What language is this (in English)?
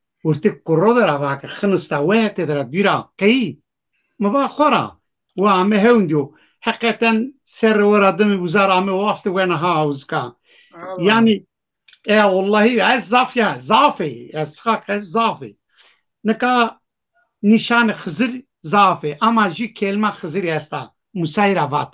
Zaza